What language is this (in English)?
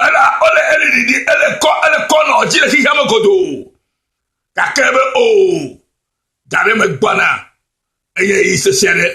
Ewe